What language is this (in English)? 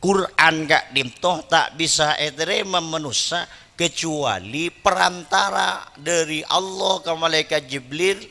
Madurese